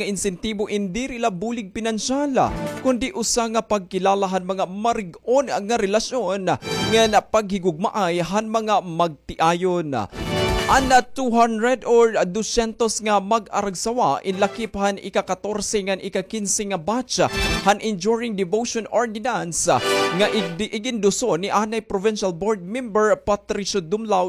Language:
Waray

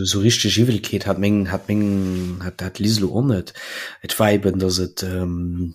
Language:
Luxembourgish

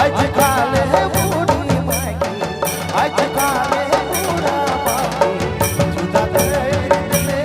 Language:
Sadri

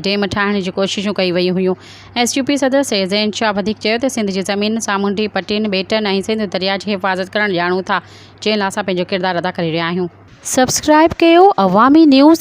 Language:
Sindhi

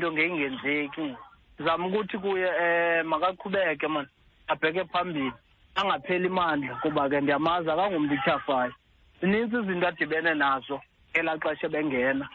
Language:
Xhosa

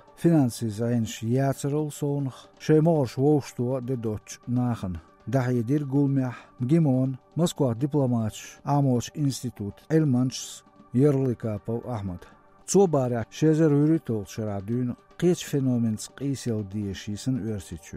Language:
Chechen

